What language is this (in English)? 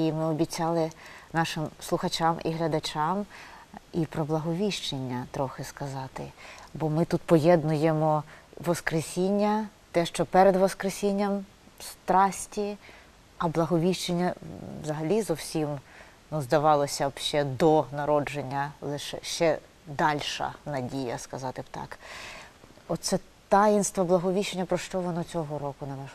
Ukrainian